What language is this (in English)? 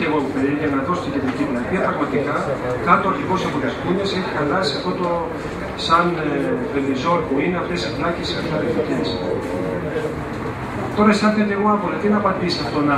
Greek